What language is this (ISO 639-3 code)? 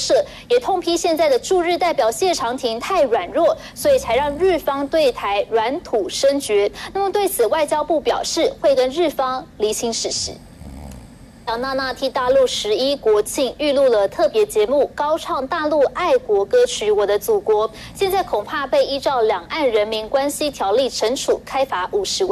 zho